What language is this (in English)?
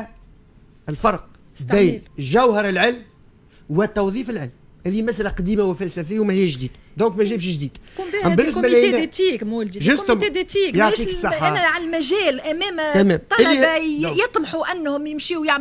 Tunisian Arabic